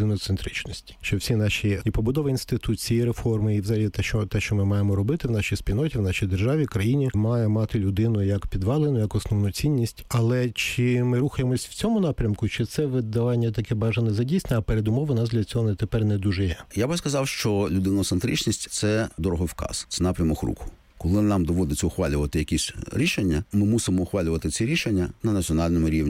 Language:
Ukrainian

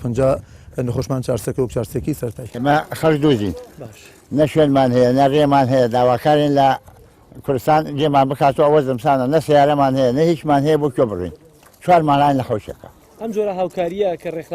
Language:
Central Kurdish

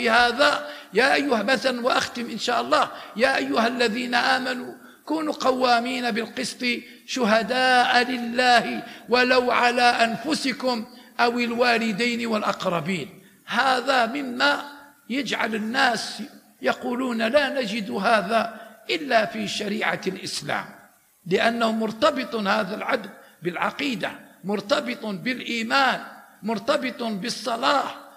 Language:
Arabic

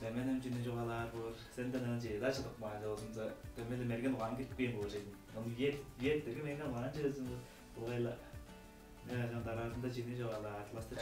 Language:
Tuvinian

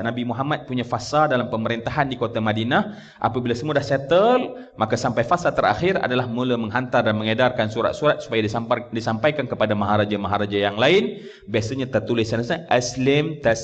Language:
Malay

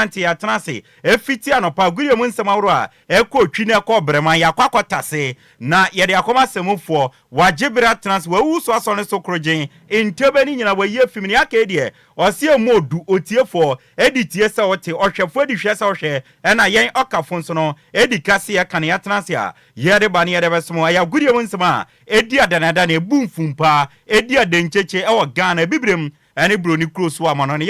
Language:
Akan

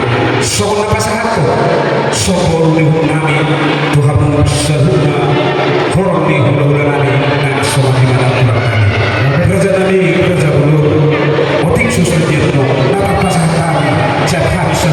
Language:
Batak Toba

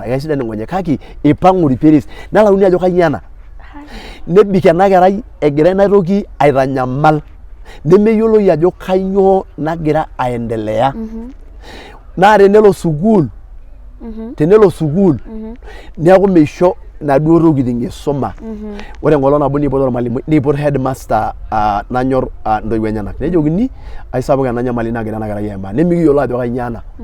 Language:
Masai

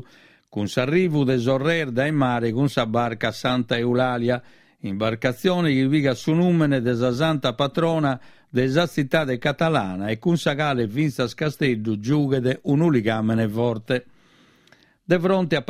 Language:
Sardinian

